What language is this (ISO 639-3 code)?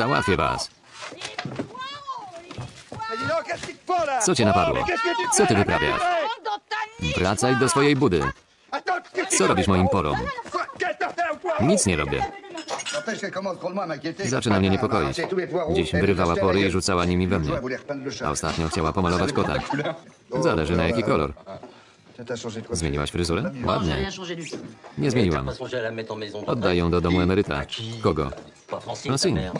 pol